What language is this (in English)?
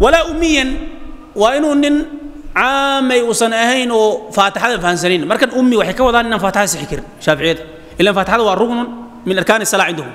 Somali